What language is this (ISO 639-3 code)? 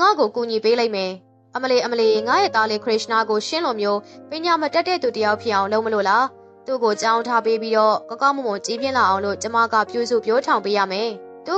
mya